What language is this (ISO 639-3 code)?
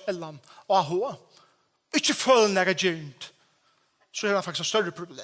fao